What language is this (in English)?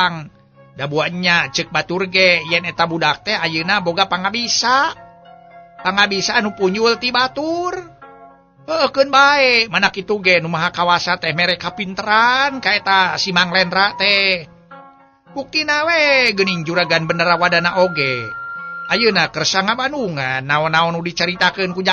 Sundanese